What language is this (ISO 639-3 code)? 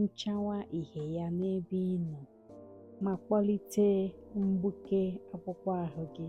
ibo